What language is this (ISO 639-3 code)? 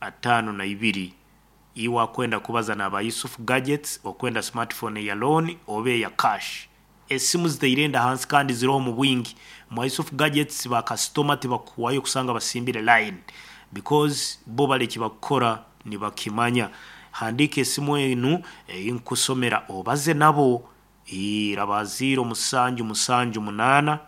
nyn